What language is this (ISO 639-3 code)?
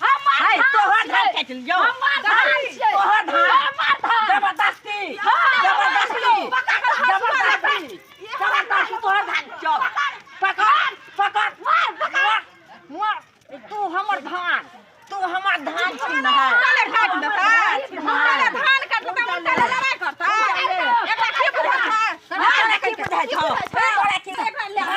mai